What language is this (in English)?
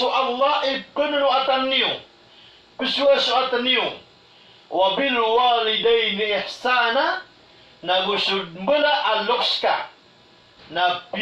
Maranao